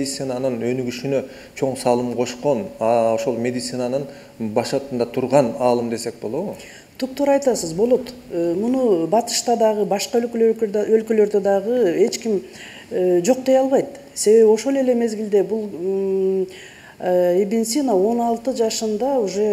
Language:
Kyrgyz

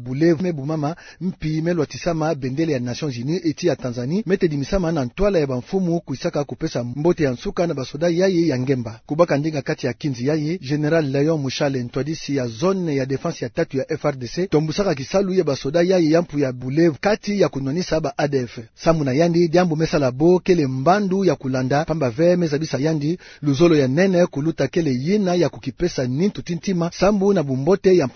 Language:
Kituba (Democratic Republic of Congo)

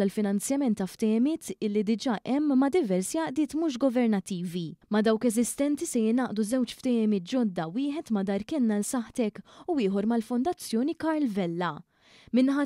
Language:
Maltese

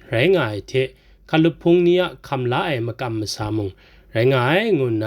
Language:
Kachin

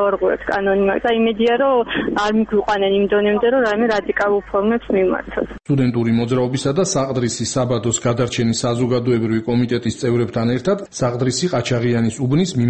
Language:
Georgian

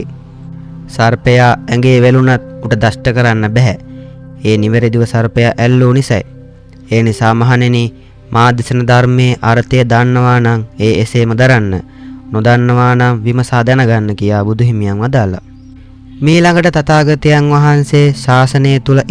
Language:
Sinhala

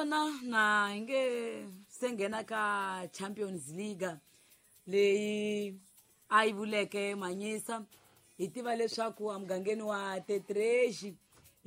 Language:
Tsonga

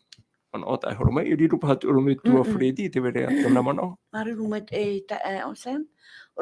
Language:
Tahitian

